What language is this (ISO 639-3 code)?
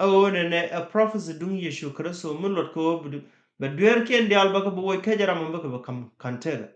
nus